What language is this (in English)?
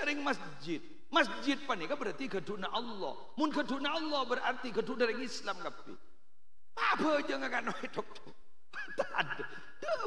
Madurese